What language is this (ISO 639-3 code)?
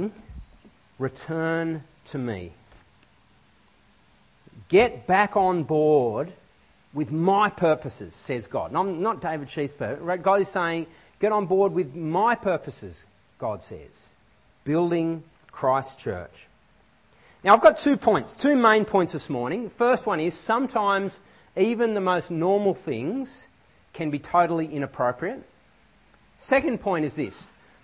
eng